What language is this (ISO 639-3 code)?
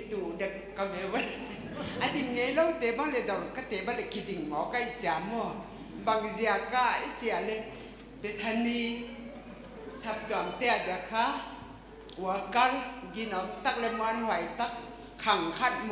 pck